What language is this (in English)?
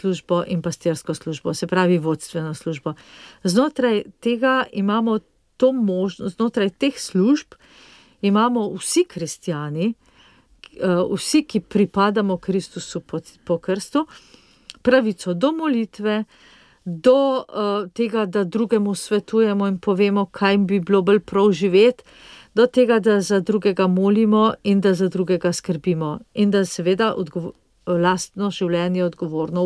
Slovenian